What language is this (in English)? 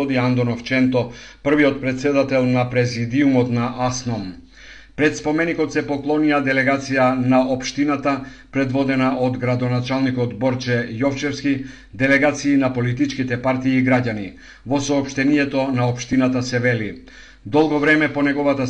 Macedonian